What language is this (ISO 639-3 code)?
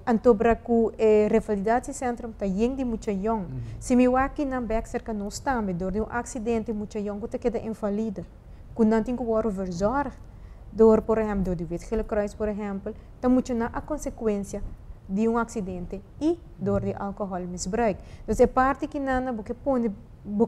pap